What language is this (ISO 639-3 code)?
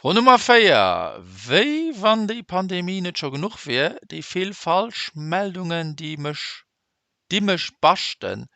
ltz